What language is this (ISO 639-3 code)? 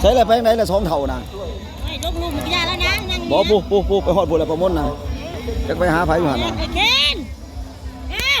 tts